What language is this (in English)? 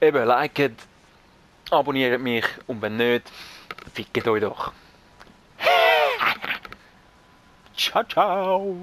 Swiss German